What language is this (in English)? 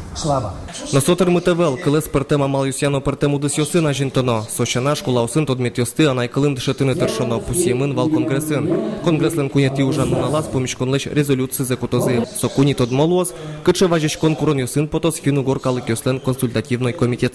Udmurt